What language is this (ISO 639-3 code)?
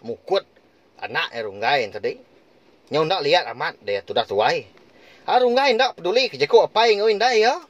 iba